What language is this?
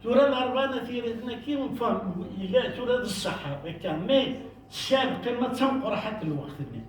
Kabyle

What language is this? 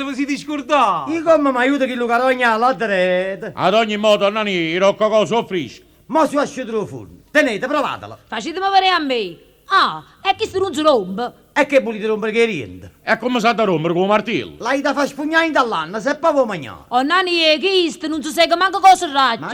Neapolitan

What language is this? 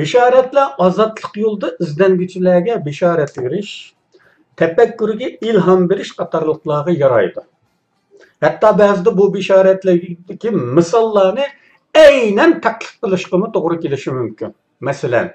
Uyghur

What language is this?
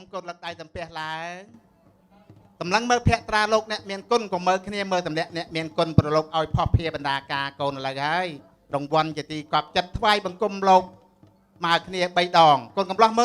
Khmer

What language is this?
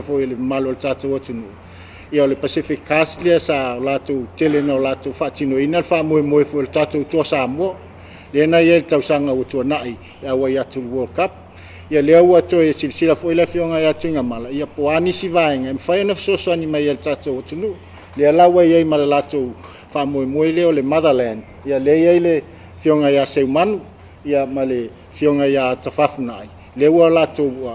Samoan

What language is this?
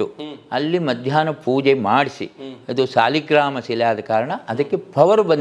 Kannada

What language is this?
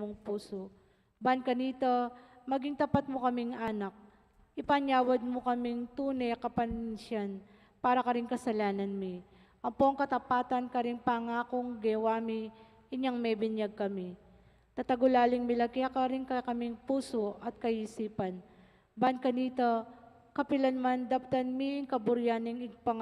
Pampanga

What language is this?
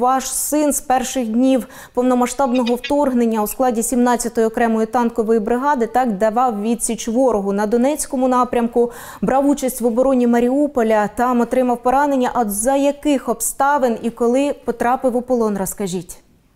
Ukrainian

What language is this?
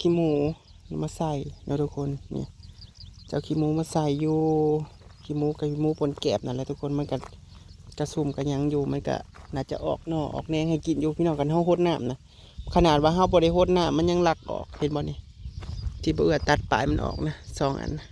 Northeastern Thai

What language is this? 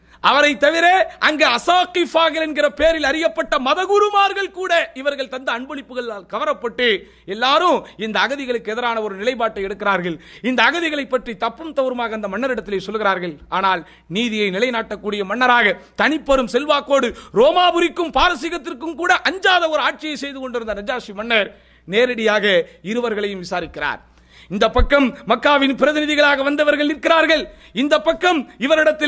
Tamil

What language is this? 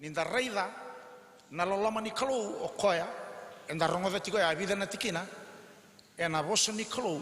Fijian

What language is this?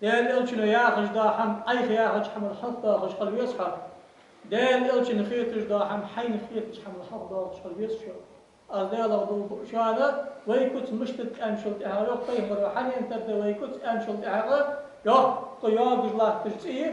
Ingush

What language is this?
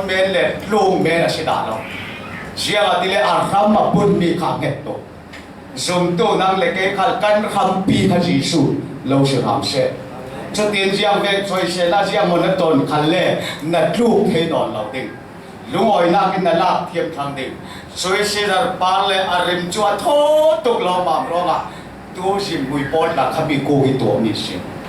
Falam Chin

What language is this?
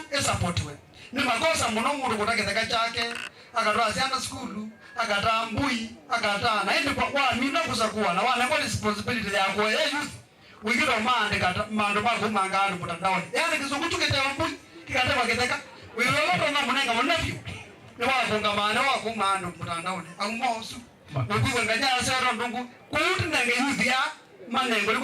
Kamba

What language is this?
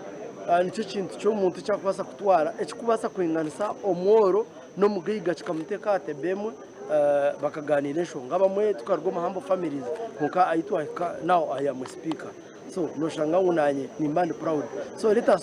Nyankole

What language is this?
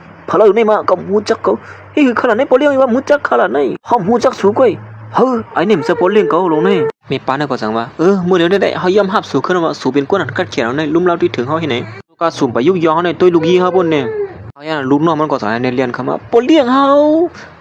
Shan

